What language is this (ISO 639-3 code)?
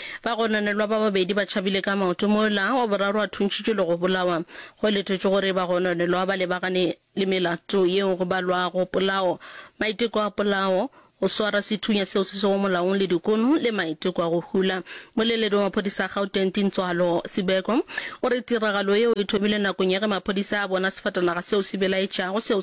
nso